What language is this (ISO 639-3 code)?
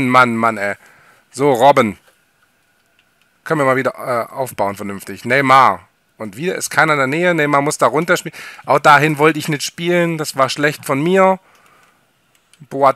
deu